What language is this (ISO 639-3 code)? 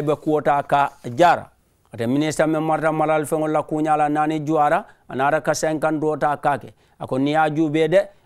man